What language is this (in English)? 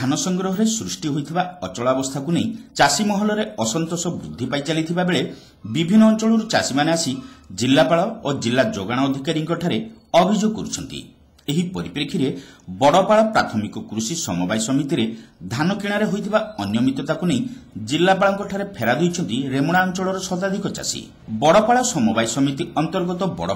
Odia